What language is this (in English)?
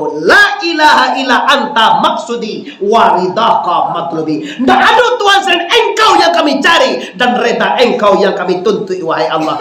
Minangkabau